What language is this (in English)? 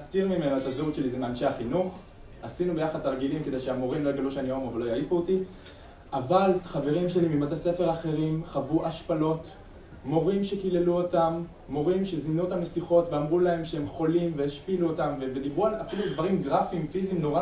Hebrew